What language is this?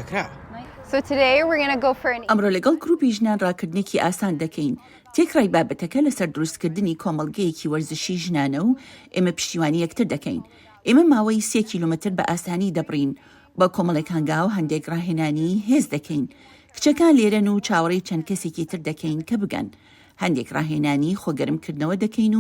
Central Kurdish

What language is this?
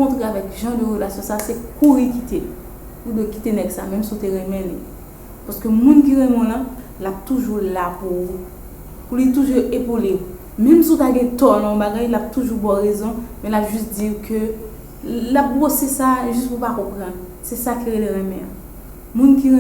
Haitian Creole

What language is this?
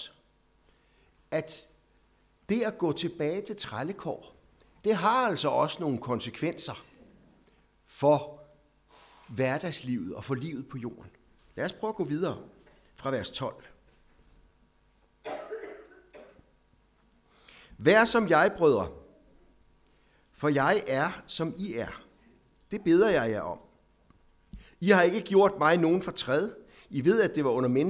Danish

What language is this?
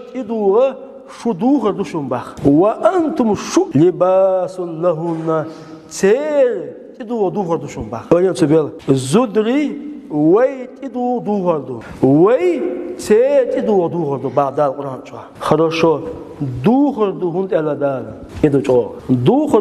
Chechen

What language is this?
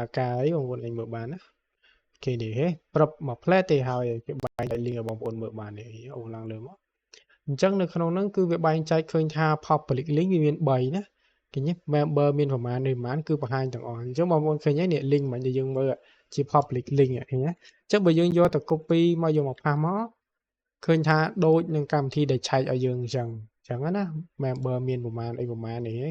Khmer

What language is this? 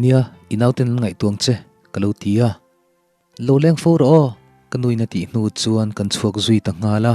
Mizo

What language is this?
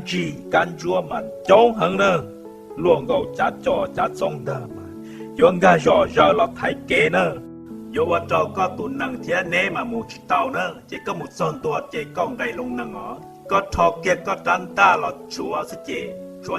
Hmong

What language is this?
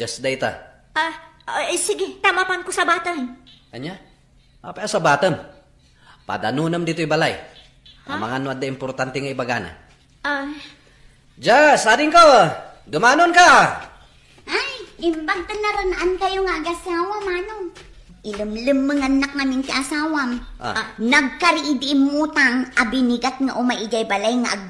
Iloko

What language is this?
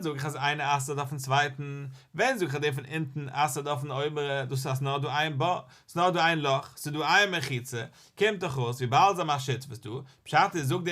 Yiddish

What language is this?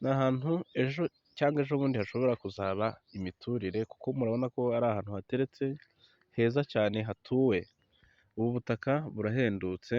Kinyarwanda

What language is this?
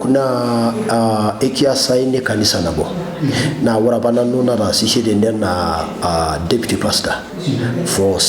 Masai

